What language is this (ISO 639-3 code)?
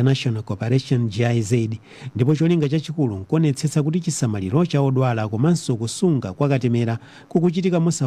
nya